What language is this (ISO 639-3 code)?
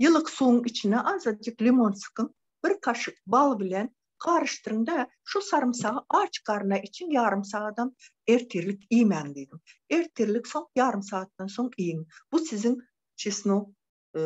tuk